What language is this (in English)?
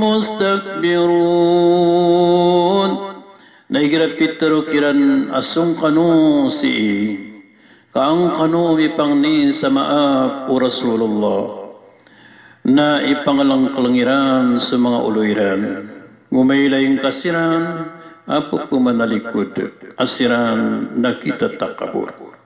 Maranao